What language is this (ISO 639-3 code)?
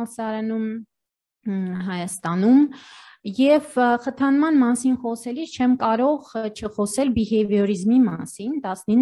hye